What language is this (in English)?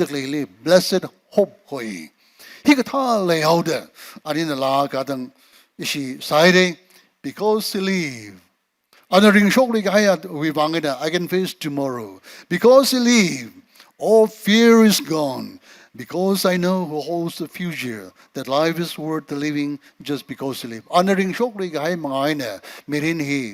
Tangkhul Naga (India)